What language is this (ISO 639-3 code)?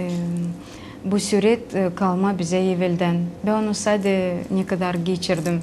gag